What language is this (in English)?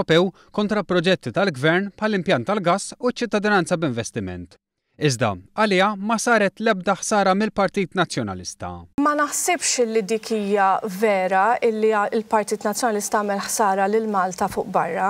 Maltese